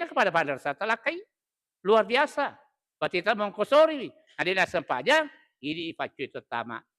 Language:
Buginese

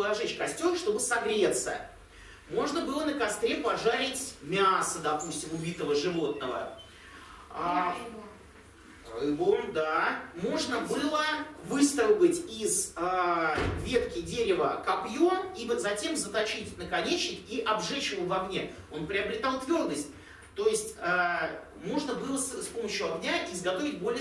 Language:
Russian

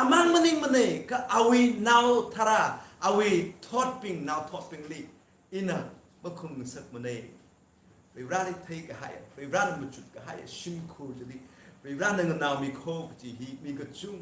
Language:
Tangkhul Naga (India)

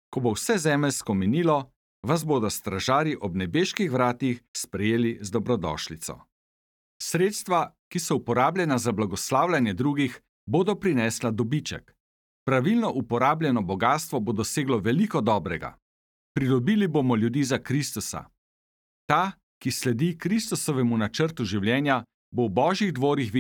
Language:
Slovenian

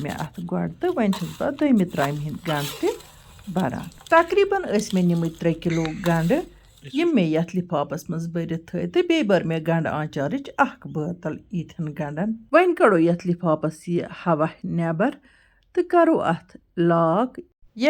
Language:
Kashmiri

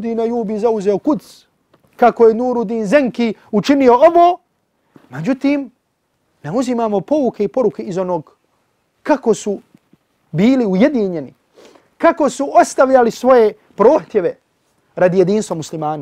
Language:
Bosnian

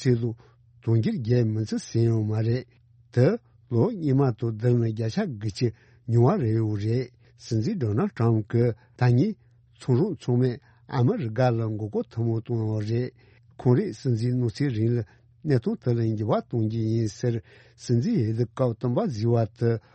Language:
Tibetan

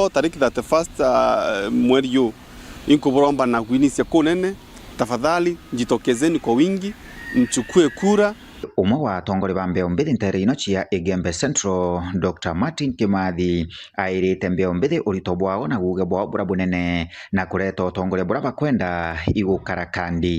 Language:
Meru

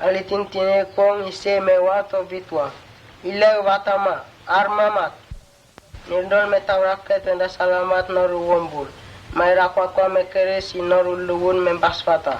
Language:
Mota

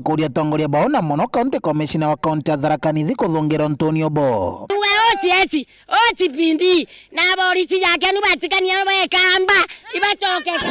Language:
Meru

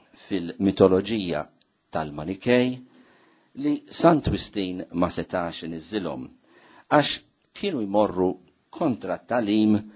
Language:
Maltese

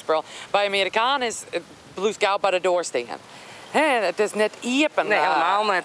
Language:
Western Frisian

